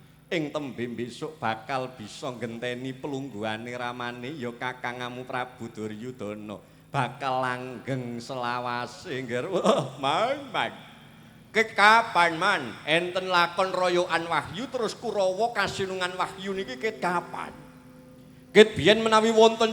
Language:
Javanese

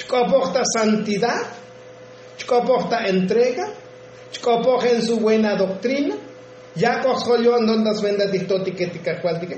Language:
Tzotzil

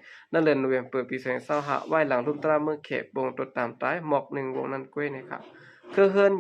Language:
Shan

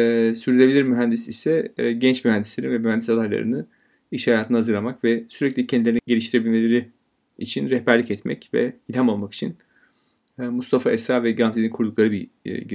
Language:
Turkish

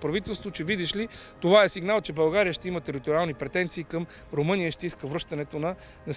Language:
Bulgarian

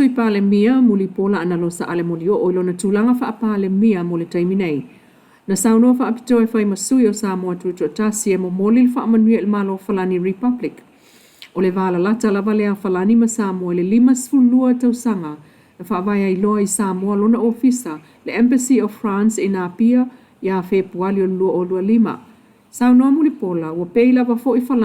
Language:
Samoan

